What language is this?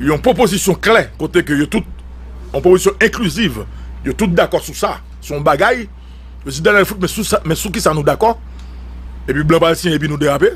Haitian Creole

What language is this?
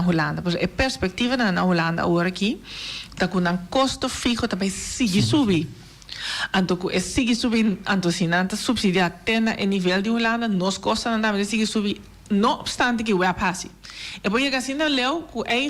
Papiamento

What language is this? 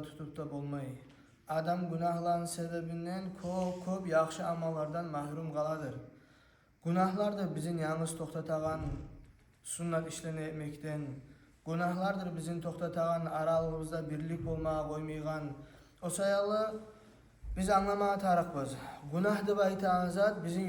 Kumyk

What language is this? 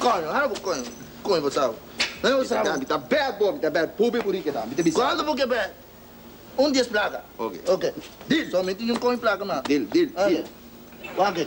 Papiamento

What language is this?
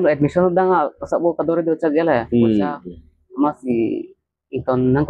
Karbi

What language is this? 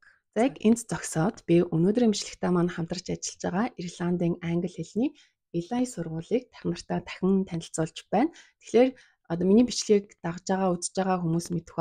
Mongolian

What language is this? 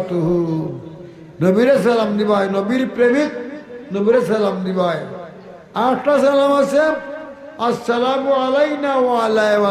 Sylheti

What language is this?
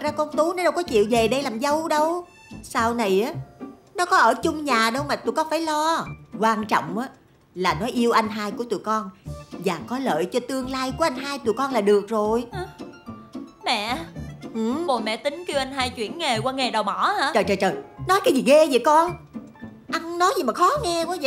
Vietnamese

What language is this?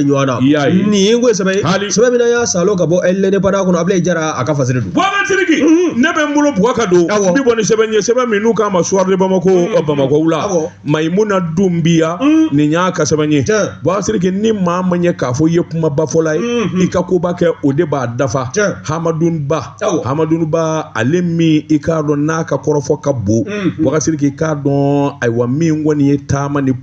Bambara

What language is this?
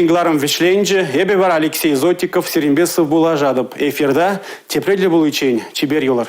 Chuvash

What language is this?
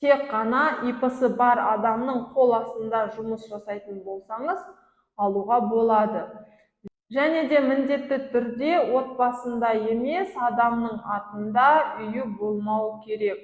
Kazakh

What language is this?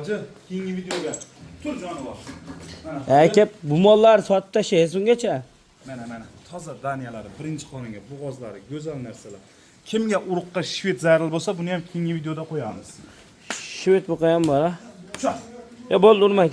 Uzbek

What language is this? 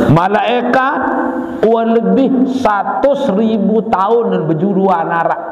Sasak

